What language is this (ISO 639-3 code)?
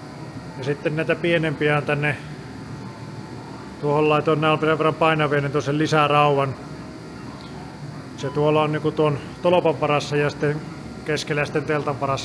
fin